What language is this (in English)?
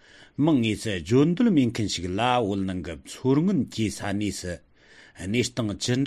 Tibetan